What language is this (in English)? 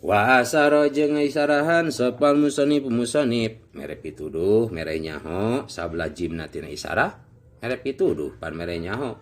Sundanese